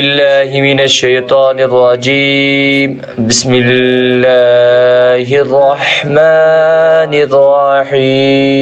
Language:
Kashmiri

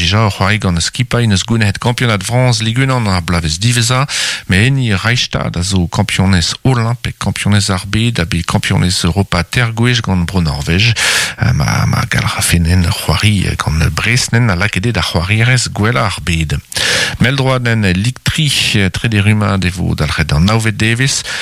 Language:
Breton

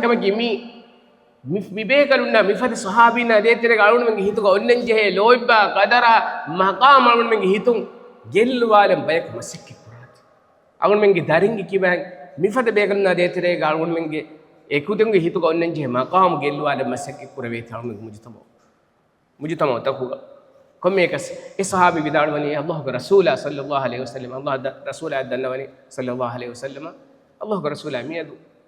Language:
Divehi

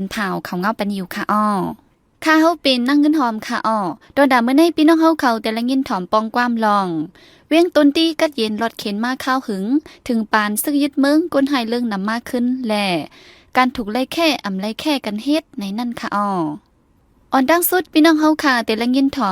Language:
Shan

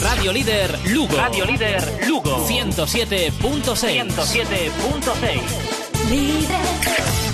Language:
Galician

